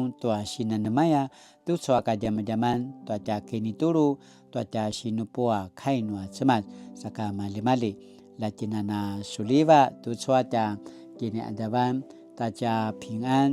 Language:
Paiwan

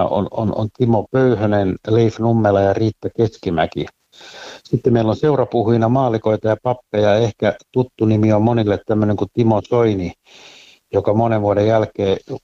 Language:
Finnish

